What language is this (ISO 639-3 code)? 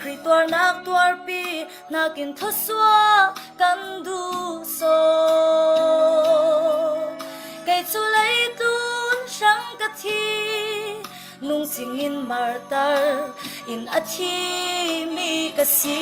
cfm